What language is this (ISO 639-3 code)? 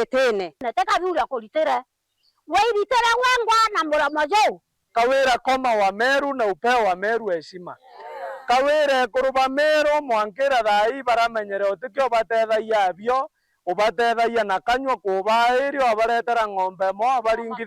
mer